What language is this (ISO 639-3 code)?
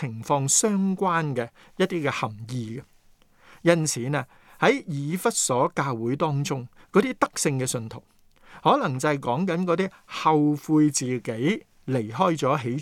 yue